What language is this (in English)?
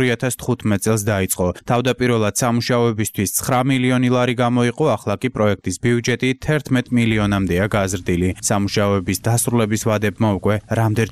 Georgian